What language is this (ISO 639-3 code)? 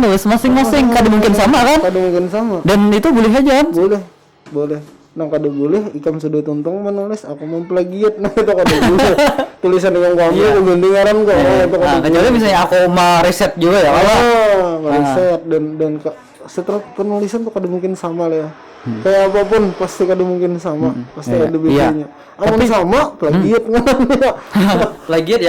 bjn